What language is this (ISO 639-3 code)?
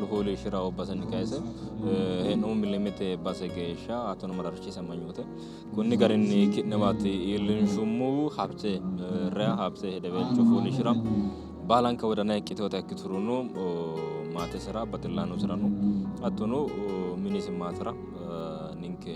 sid